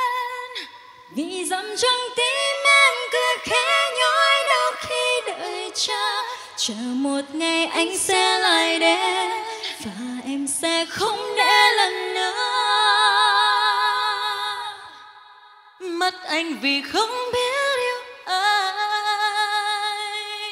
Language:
Vietnamese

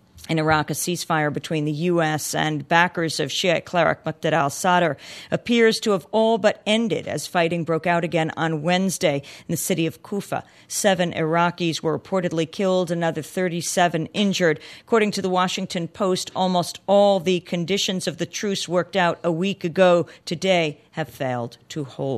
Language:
English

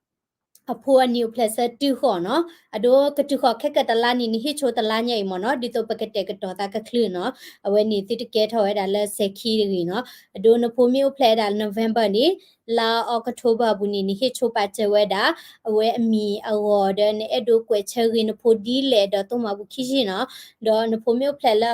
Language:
S'gaw Karen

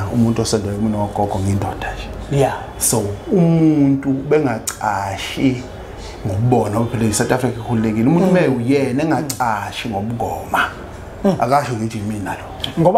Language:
Zulu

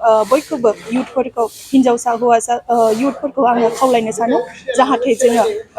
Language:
Bodo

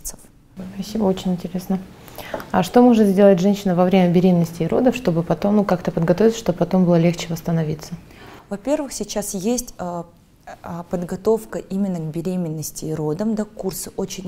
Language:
Russian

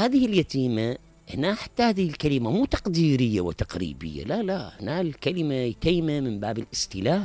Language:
Mesopotamian Arabic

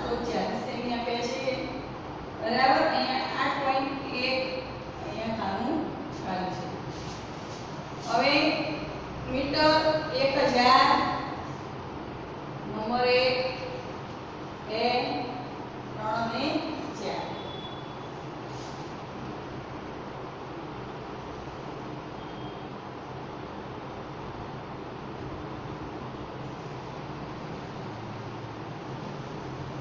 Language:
Gujarati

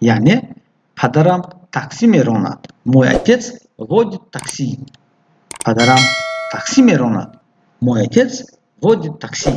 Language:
Tajik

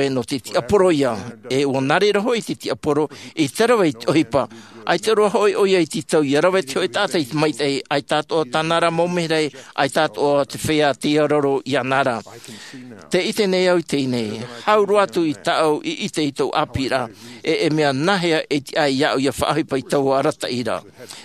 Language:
Tahitian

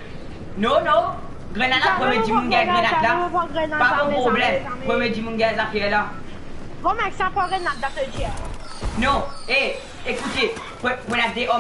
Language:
Morisyen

